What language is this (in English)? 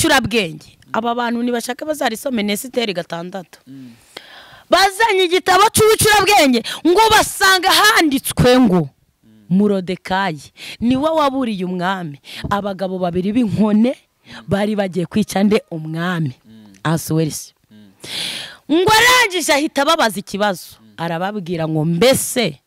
Kinyarwanda